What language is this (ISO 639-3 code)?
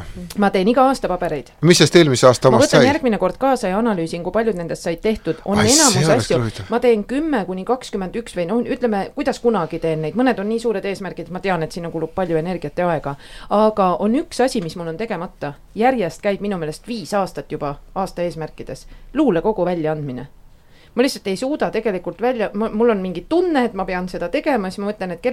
est